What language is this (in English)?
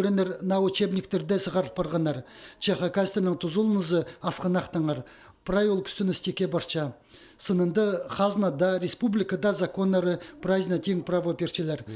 Khakas